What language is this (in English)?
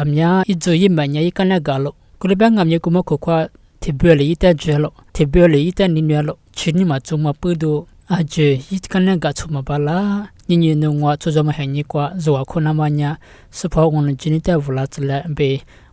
Lisu